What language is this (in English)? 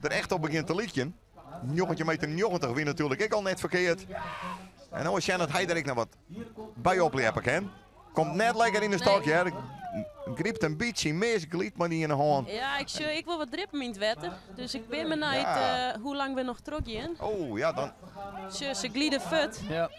Western Frisian